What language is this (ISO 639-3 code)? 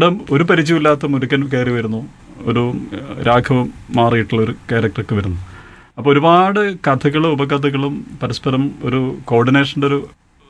mal